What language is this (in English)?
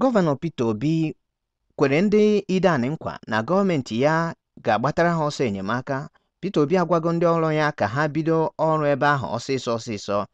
Igbo